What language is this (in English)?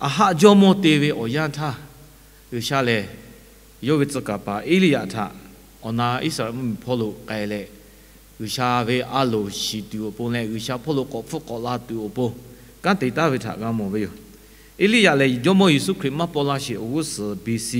Lahu